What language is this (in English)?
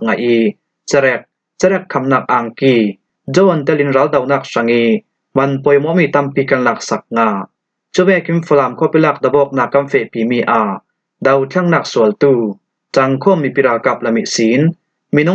Falam Chin